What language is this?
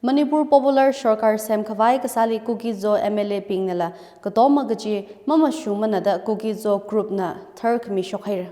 Tangkhul Naga (India)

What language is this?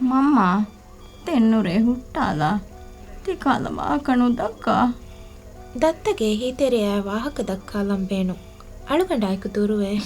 Divehi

